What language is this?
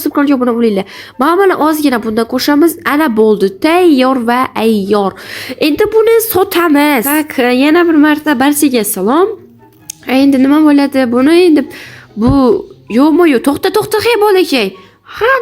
Uzbek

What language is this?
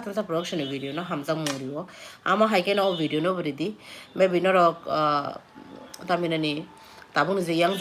Kok Borok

